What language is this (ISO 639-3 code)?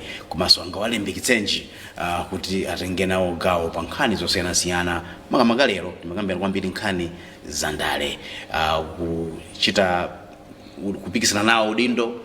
nya